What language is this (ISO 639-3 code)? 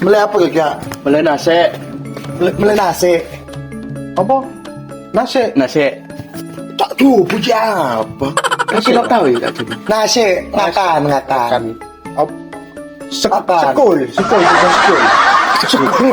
mad